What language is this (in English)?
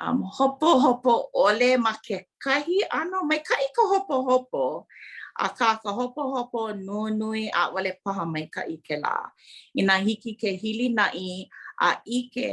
Hawaiian